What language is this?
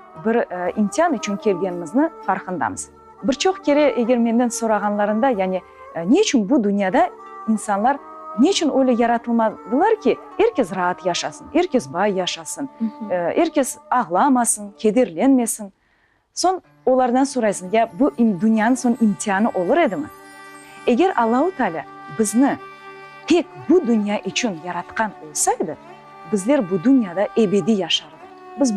Crimean Tatar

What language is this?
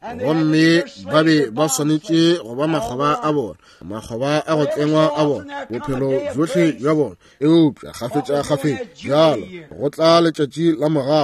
Northern Sotho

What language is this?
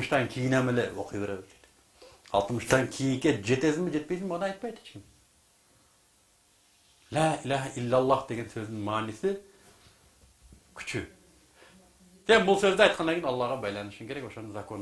Kyrgyz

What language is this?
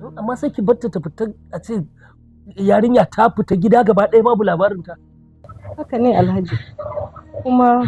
Hausa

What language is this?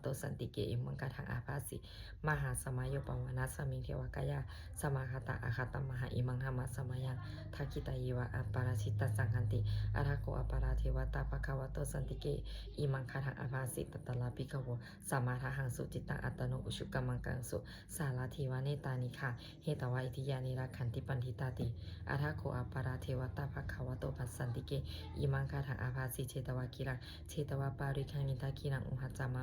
Pali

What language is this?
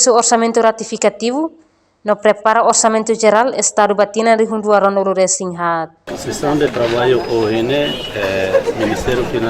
Tetum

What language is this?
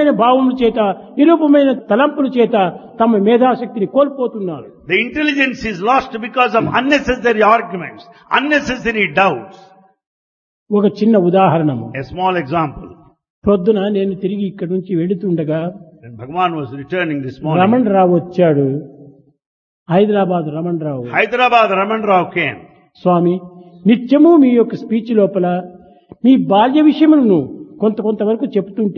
Telugu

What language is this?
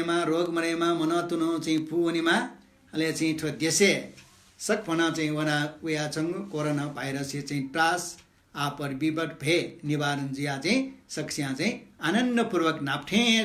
Newari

